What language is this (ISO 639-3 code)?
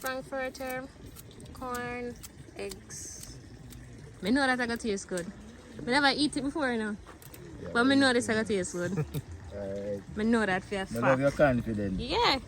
jam